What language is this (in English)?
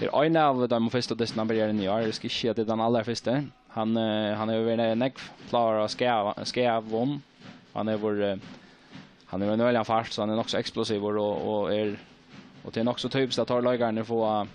Faroese